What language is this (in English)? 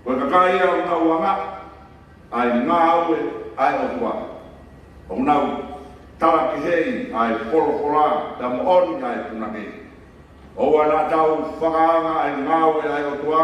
Tongan